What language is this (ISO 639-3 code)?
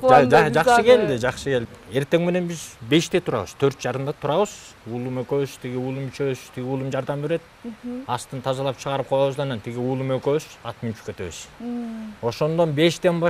kir